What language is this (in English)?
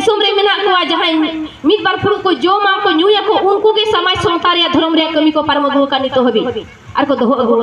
Santali